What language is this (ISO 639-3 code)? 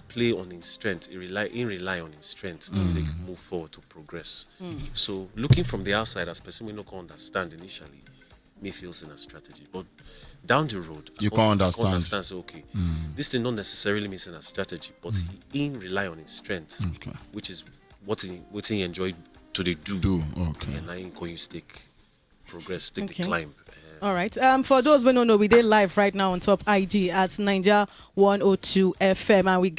pcm